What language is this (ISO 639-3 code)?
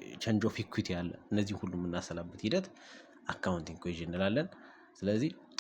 amh